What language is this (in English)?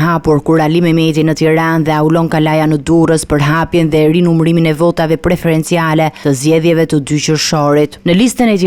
Albanian